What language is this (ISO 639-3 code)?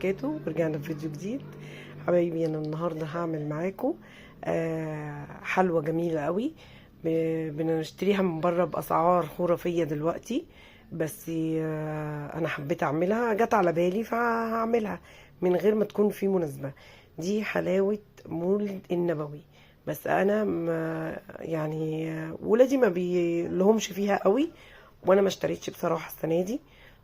arz